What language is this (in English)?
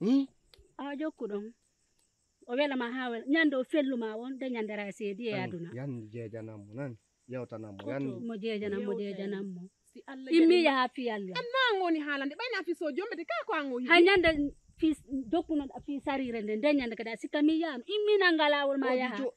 Fula